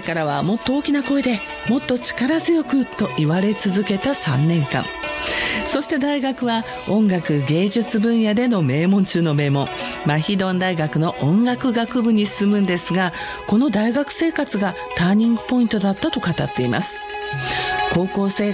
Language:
Japanese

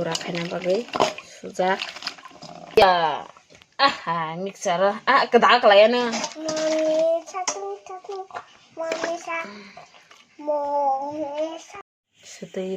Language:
Kok Borok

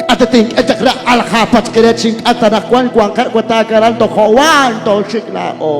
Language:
Kekchí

